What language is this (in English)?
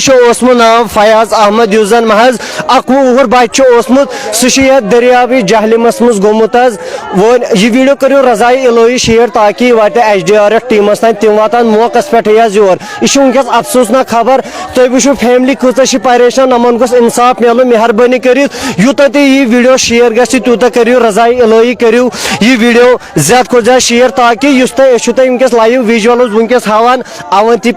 Kashmiri